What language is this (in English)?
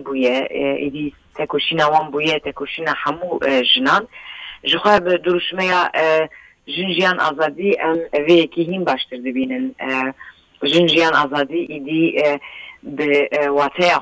Kurdish